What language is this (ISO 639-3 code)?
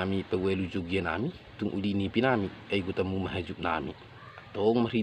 bbc